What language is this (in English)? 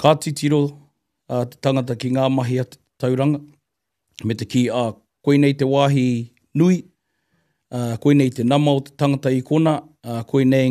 Māori